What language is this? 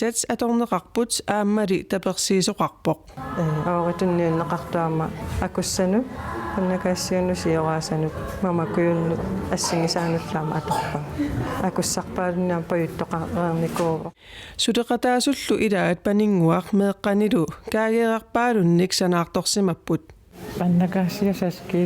Kalaallisut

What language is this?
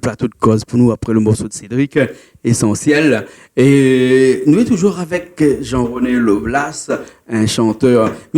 Réunion Creole French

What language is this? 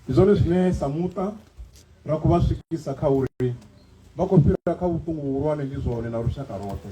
Venda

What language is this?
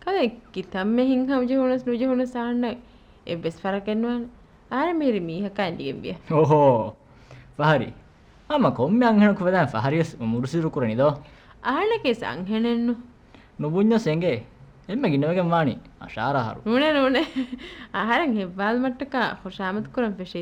Divehi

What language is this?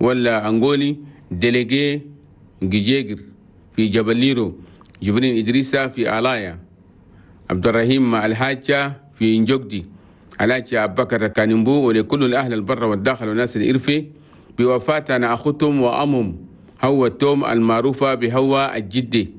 Chadian Arabic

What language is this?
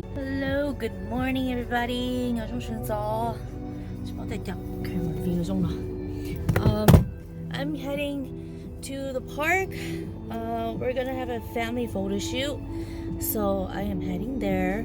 Hmong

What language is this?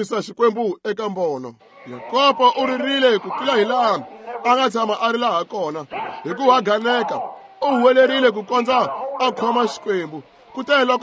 Tsonga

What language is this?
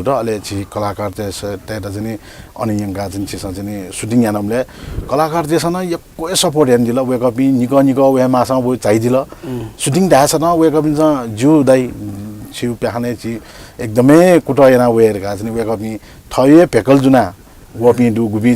Newari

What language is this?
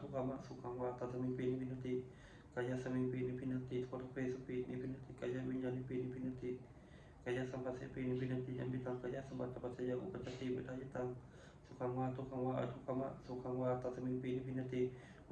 Pali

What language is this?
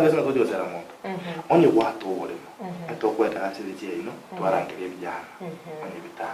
Gusii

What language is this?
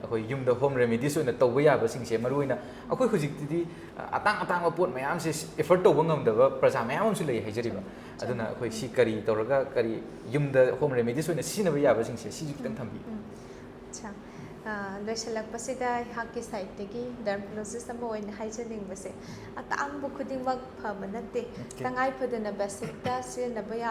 Manipuri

